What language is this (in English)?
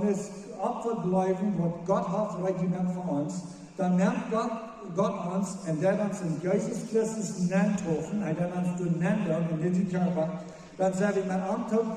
Plautdietsch